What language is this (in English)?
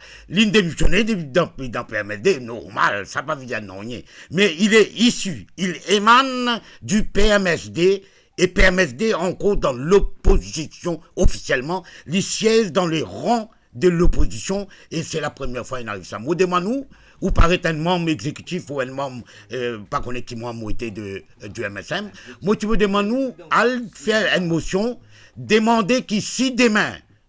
Morisyen